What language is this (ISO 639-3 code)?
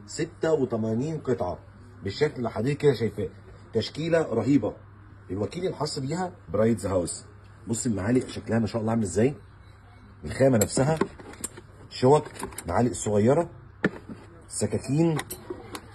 arz